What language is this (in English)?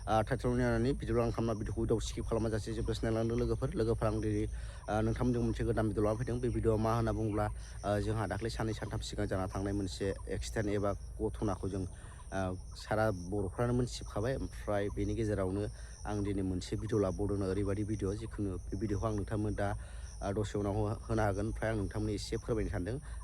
Bodo